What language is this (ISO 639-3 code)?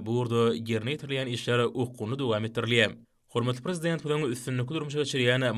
tuk